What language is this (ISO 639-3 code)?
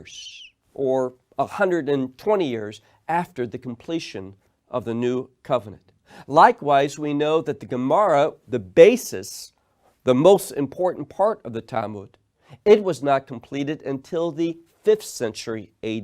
eng